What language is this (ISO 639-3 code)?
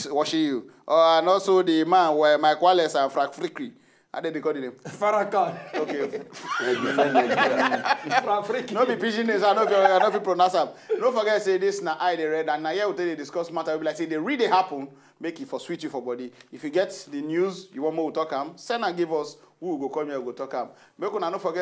pcm